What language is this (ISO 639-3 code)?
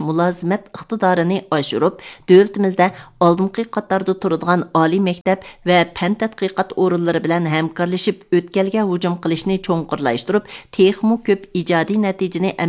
uig